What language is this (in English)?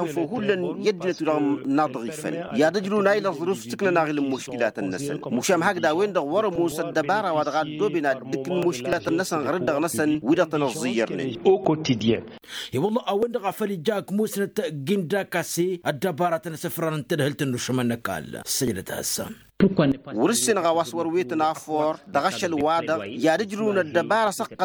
Tamasheq